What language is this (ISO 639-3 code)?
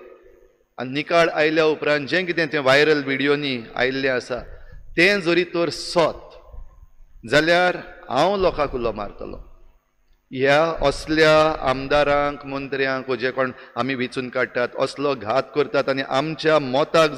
kok